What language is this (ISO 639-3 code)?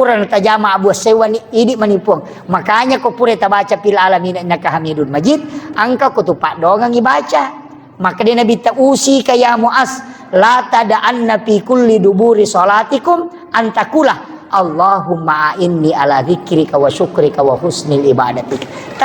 bug